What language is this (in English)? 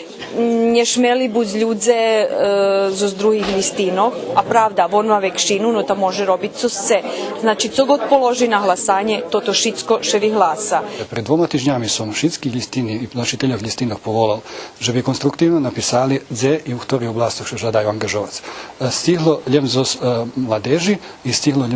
Rusyn